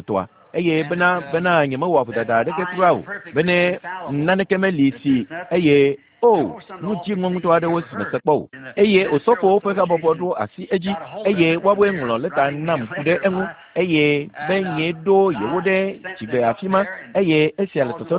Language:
Ewe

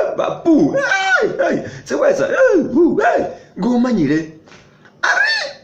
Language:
Masaaba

